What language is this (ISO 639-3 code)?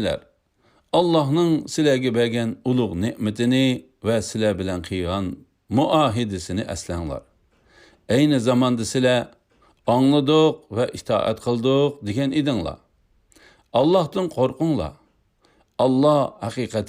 uig